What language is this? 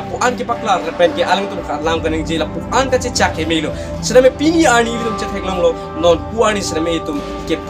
Karbi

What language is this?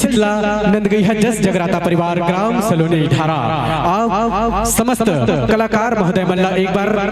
Chhattisgarhi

